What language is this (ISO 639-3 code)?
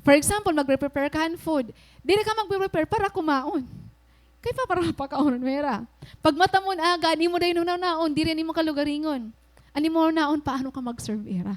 war